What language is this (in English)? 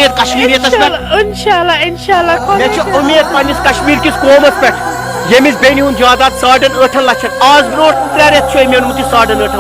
Kashmiri